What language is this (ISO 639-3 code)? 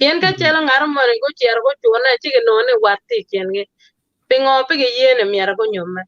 ach